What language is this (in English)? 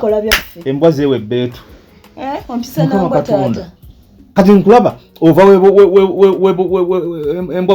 Ganda